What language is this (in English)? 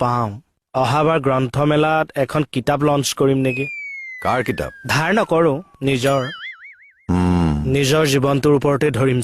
Assamese